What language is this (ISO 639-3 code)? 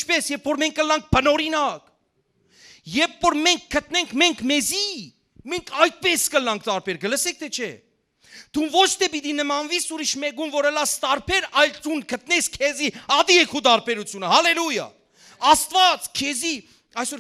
hyw